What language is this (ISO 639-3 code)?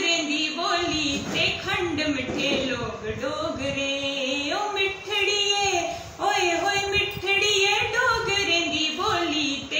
doi